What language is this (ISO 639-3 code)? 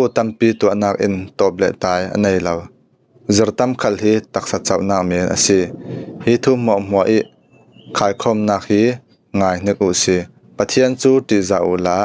cfm